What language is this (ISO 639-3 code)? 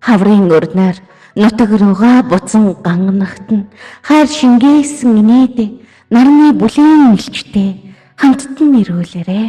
mon